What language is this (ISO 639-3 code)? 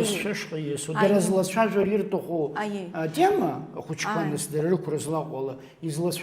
abk